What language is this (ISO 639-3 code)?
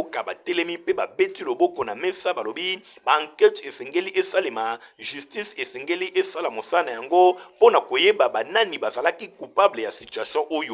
lin